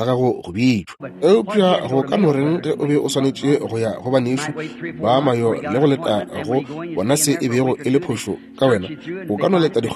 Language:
Northern Sotho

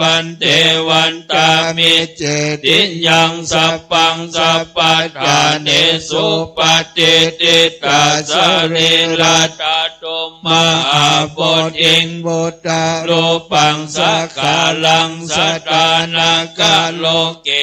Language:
Pali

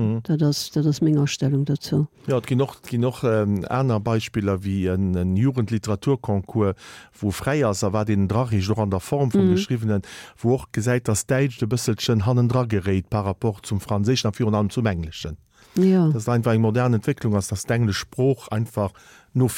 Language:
Luxembourgish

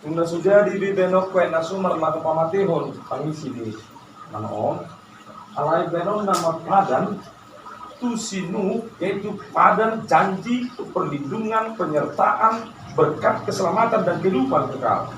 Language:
Batak Toba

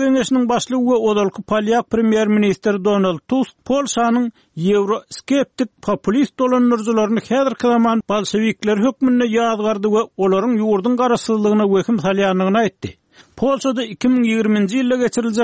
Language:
Turkmen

